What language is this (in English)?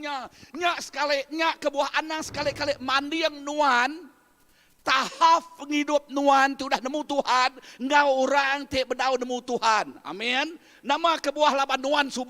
Iban